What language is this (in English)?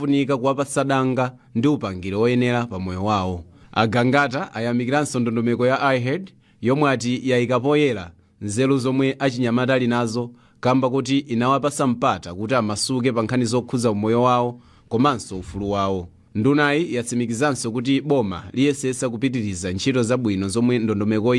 Nyanja